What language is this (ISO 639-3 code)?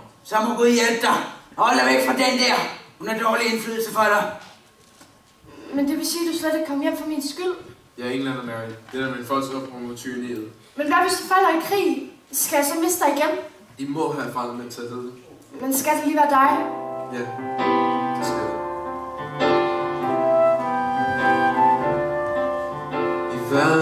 dan